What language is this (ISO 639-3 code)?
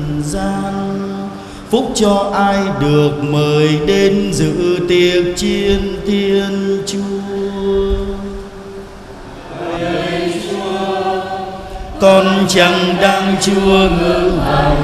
vie